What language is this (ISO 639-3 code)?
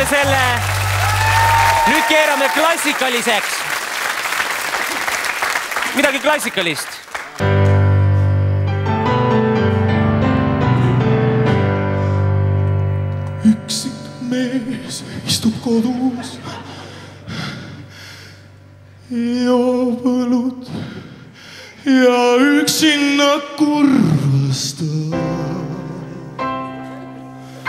est